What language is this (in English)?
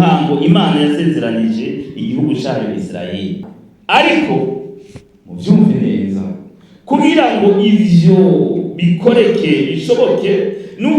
Rundi